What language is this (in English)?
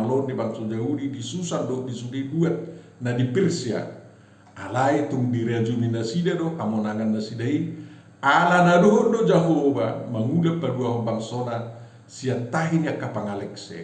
Batak Toba